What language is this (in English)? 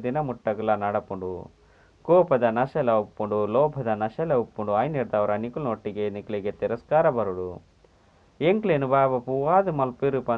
Tulu